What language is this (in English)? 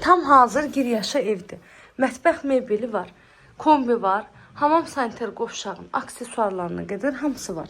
Azerbaijani